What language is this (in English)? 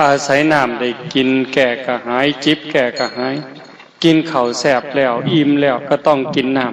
Northeastern Thai